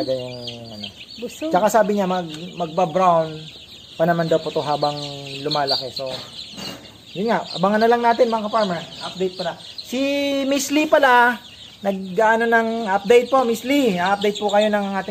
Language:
Filipino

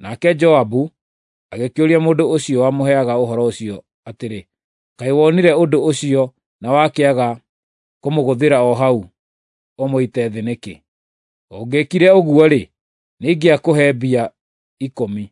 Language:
Kikuyu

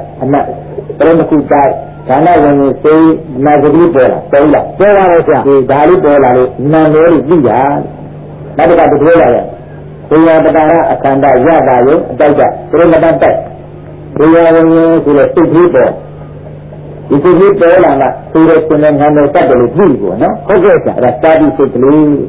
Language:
Burmese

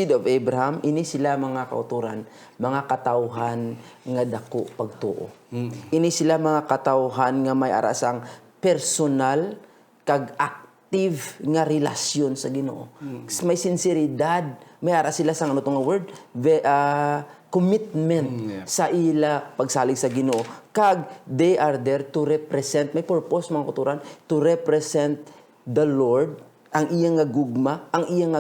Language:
Hiligaynon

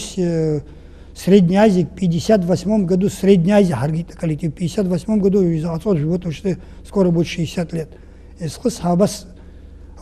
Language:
Abkhazian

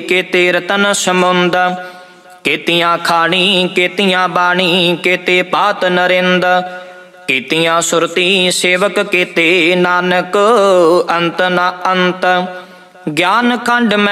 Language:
Punjabi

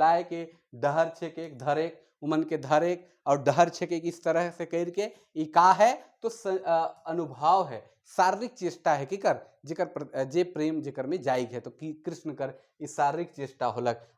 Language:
Sadri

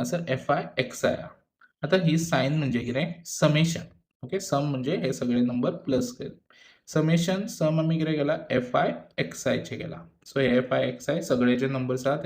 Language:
Konkani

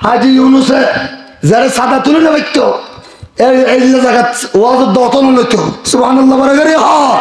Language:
Rohingya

